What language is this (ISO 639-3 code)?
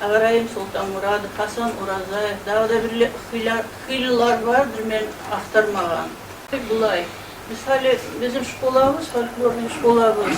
kum